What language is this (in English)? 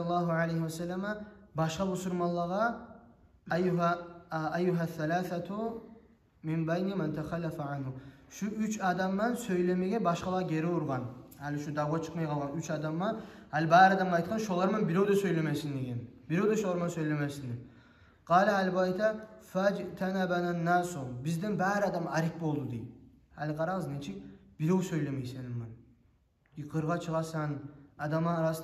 Kumyk